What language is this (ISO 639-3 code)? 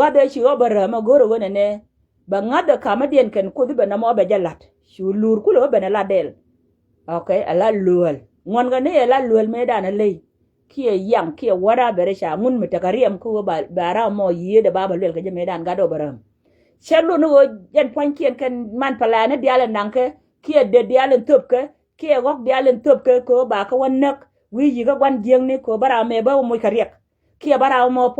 nus